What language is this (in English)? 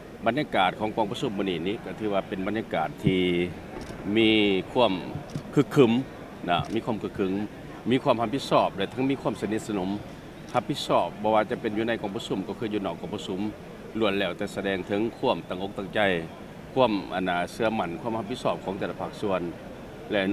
Lao